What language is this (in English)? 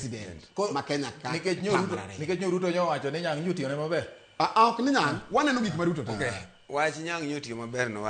Luo (Kenya and Tanzania)